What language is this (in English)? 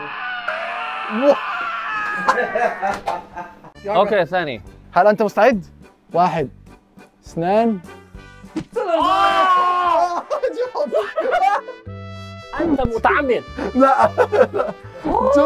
Arabic